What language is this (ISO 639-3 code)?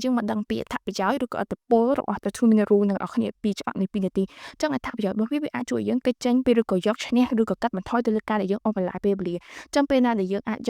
khm